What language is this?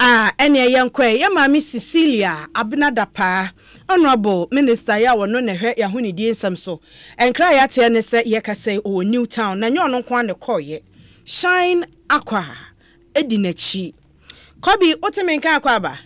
Akan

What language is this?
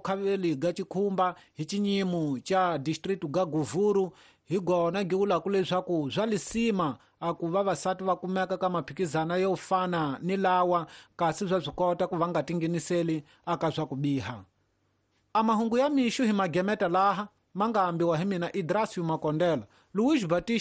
Tsonga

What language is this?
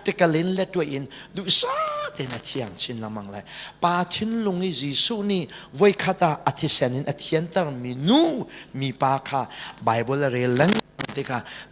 Hakha Chin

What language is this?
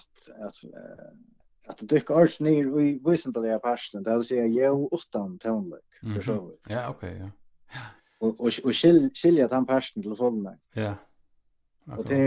Faroese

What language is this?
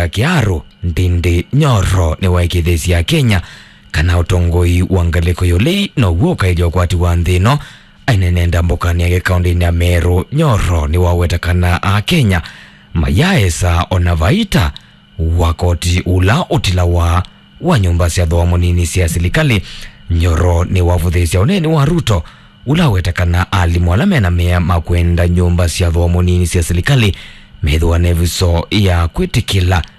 Kamba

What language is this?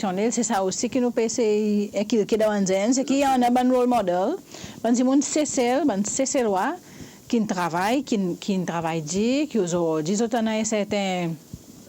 Seselwa Creole French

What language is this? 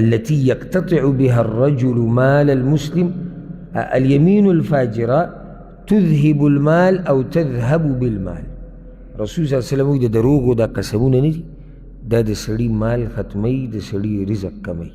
Pashto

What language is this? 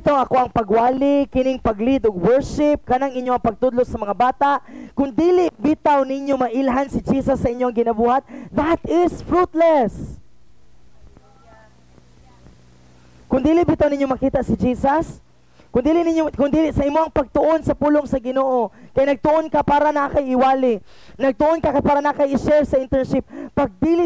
Cebuano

